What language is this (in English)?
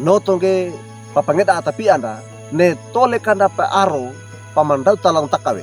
Wejewa